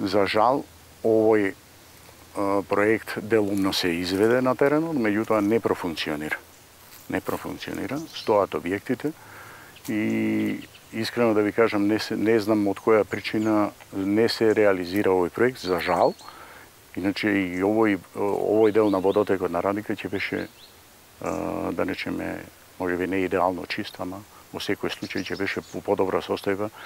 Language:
Macedonian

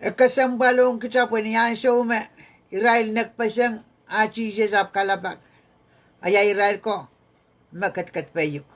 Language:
Pohnpeian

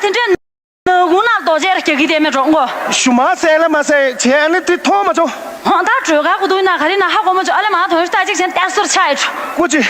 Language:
Tibetan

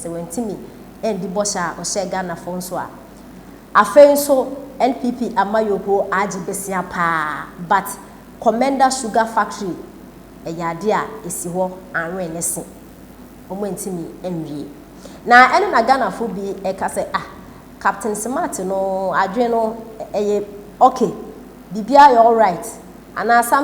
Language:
Akan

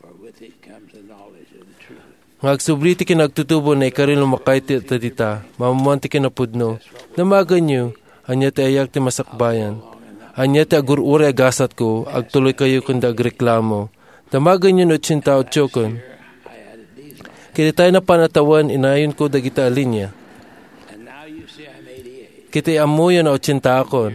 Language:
Iloko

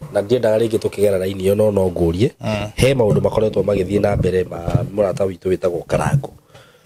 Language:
Kikuyu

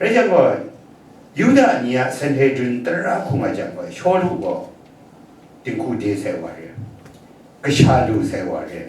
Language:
Kachin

